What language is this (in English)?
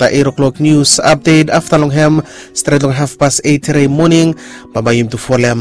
Bislama